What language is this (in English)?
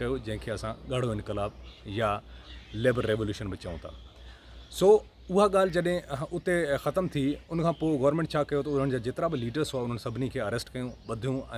Sindhi